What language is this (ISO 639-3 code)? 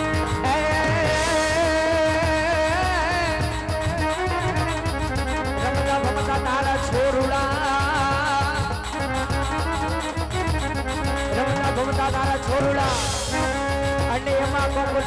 guj